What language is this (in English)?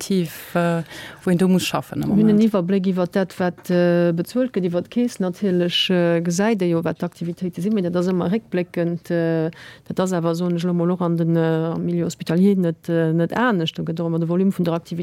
Luxembourgish